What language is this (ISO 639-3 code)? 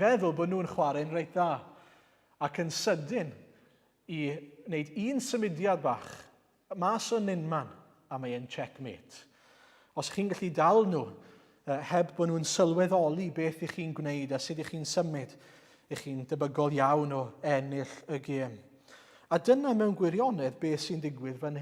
cym